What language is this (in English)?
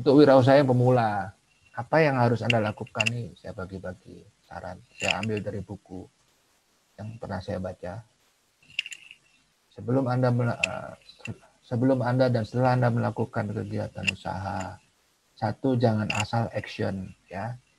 Indonesian